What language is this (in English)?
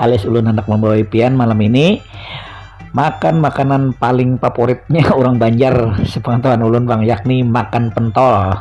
Banjar